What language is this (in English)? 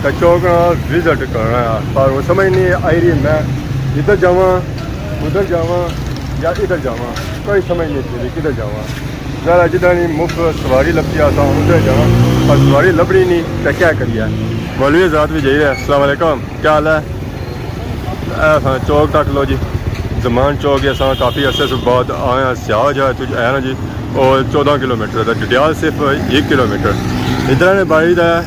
Pahari-Potwari